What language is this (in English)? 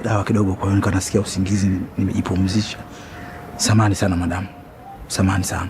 Swahili